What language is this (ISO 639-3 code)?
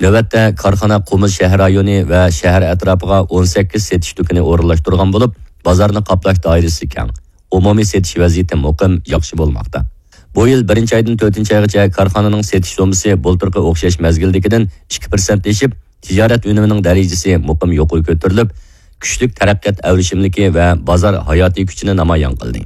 uig